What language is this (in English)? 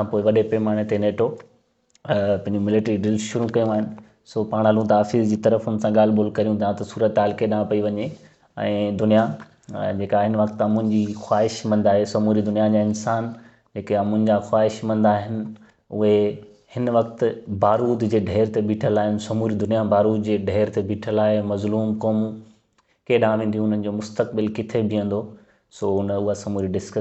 Sindhi